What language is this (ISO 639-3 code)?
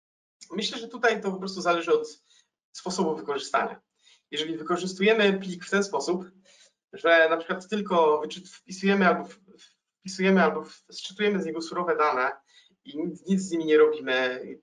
pol